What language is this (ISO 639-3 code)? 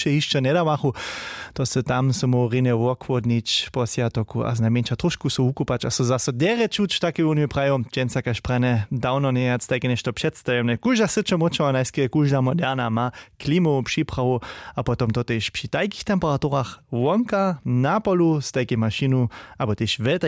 hsb